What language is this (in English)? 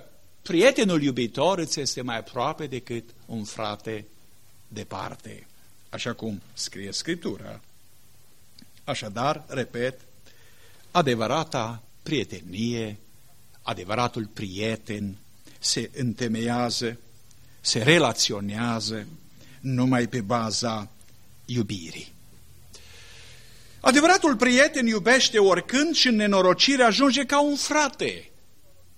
Romanian